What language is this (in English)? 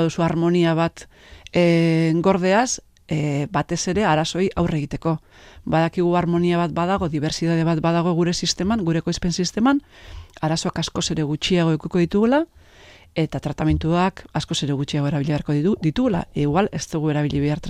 Basque